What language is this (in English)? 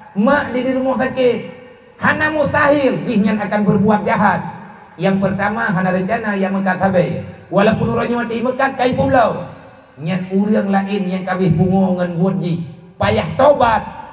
Achinese